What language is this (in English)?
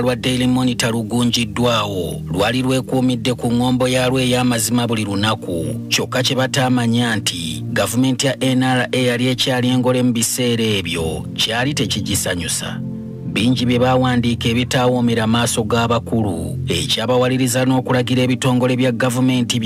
Ganda